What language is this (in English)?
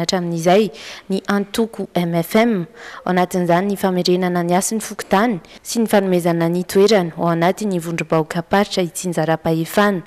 Malagasy